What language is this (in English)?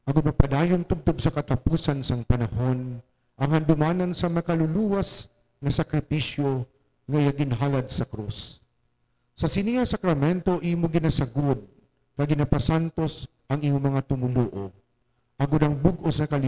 Hiligaynon